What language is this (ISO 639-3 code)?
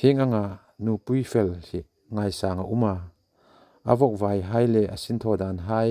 hmr